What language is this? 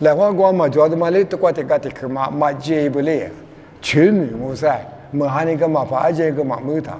Lisu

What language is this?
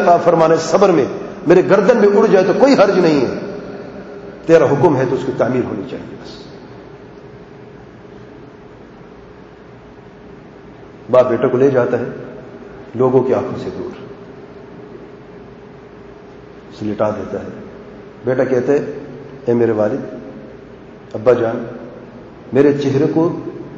Urdu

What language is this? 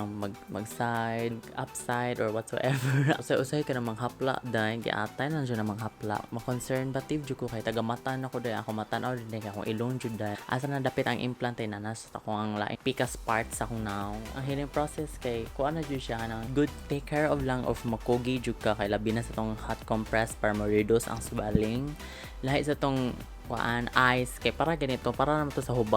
Cebuano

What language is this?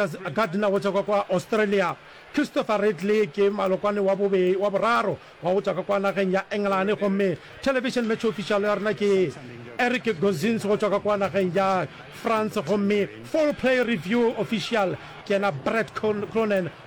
Northern Sotho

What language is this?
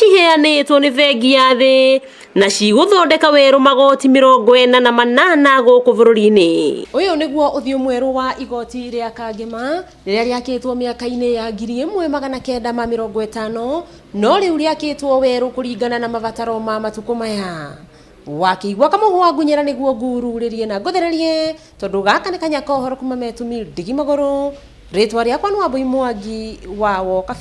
Kikuyu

